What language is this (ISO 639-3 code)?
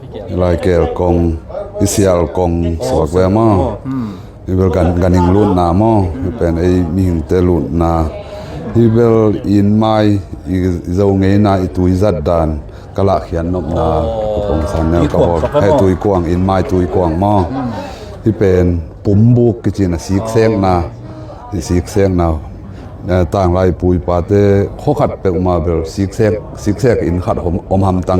ctd